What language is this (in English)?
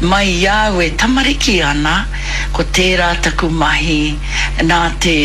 Māori